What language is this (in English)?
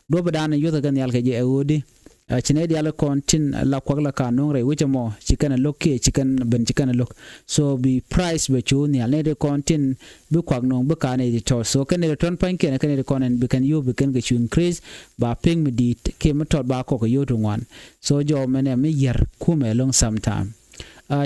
Nuer